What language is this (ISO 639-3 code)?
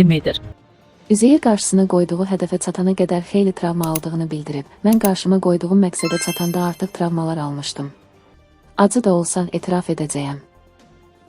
aze